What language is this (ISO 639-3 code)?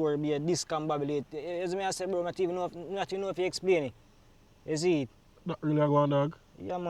jam